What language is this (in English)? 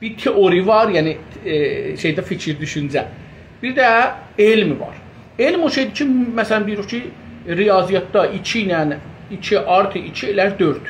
South Azerbaijani